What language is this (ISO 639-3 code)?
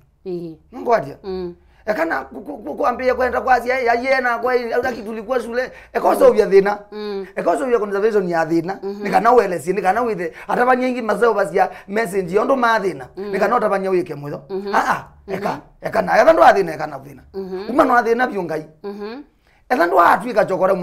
kam